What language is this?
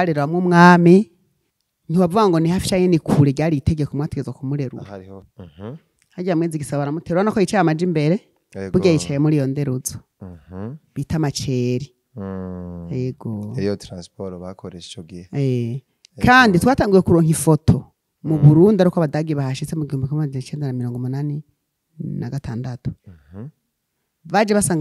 Rundi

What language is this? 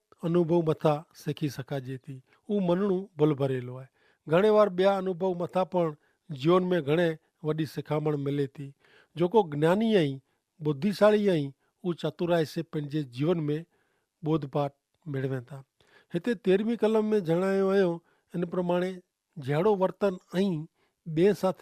Kachhi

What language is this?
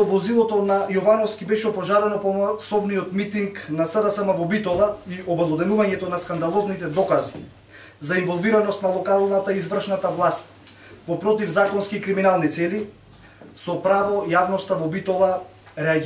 Macedonian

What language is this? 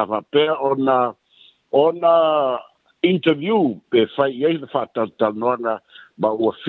Samoan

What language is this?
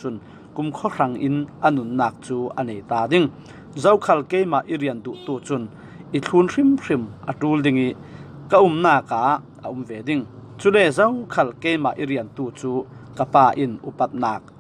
Falam Chin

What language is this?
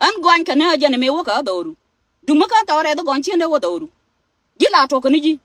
Nuer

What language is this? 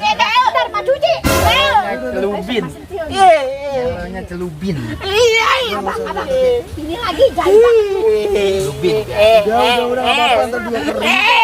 Betawi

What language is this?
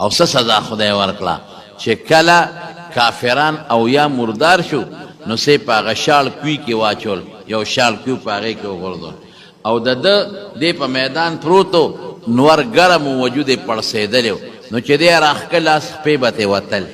Pashto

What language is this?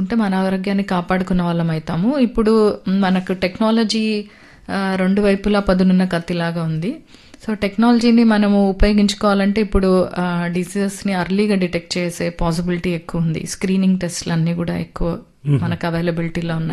Telugu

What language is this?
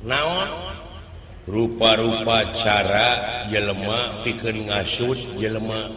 Sundanese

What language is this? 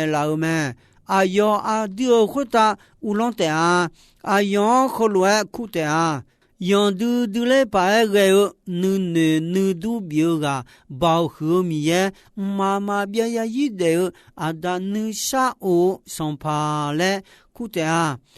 Akha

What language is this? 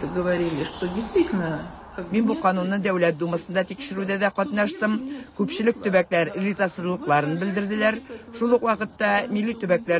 Tatar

